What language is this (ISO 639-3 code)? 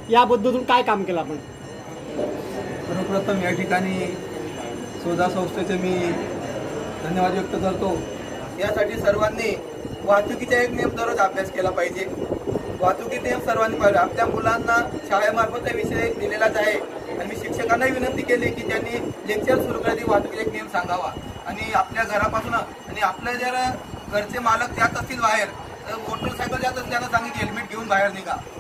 mar